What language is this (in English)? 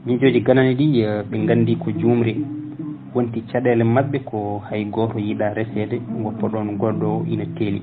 Fula